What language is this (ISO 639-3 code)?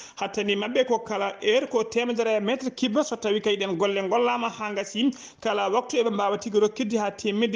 ful